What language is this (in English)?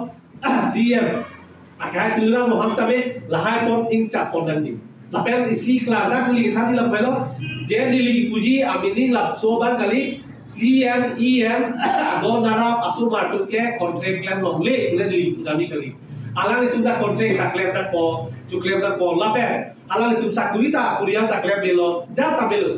Karbi